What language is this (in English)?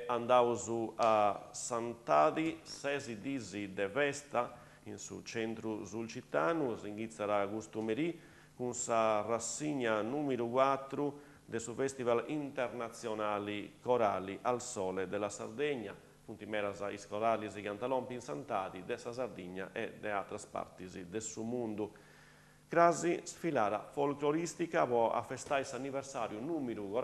Sardinian